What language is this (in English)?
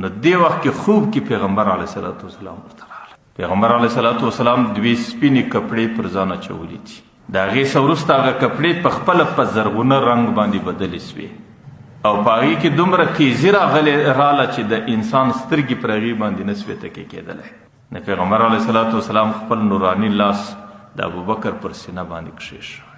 Pashto